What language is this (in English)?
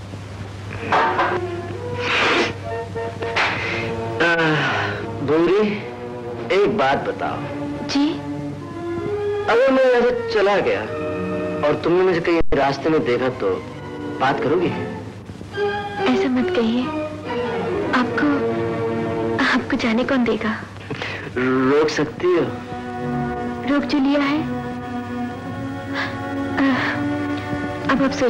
Hindi